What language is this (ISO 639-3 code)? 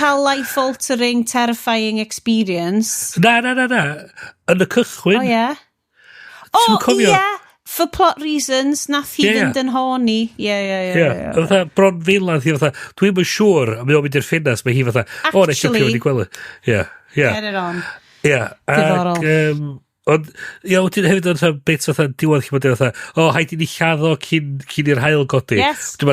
cym